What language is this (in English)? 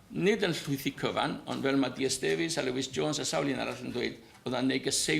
Welsh